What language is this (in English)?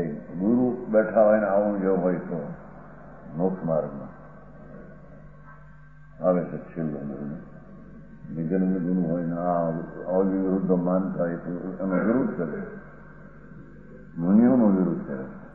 Gujarati